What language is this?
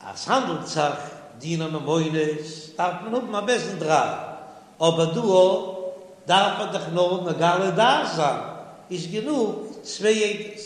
Yiddish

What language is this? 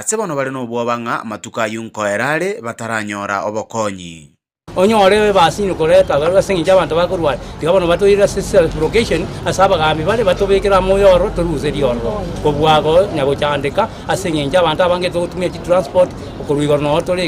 Gusii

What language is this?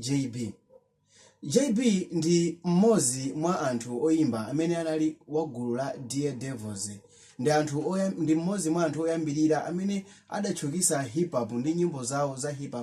Nyanja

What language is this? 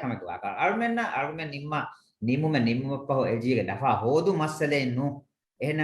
Divehi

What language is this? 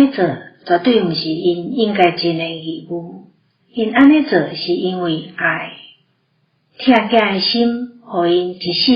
Min Nan Chinese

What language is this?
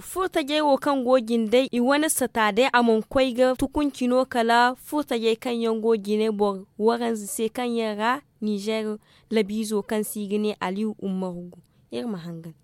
Zarma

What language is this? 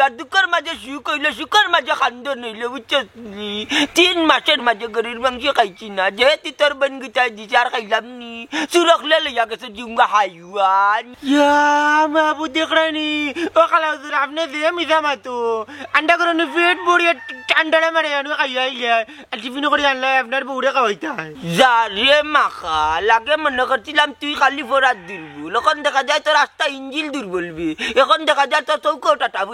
Sylheti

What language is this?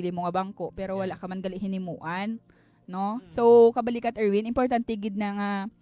Hiligaynon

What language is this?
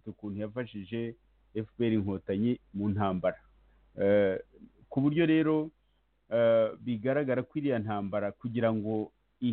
Kinyarwanda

